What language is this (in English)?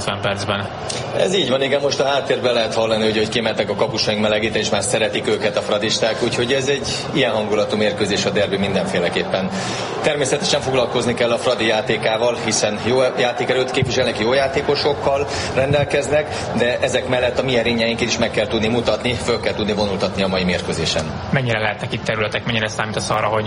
Hungarian